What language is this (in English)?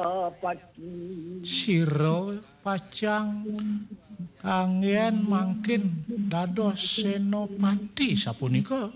Balinese